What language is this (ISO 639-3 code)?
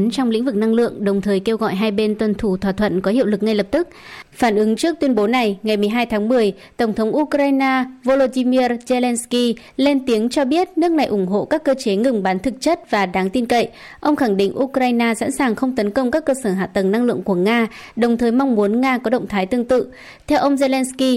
vie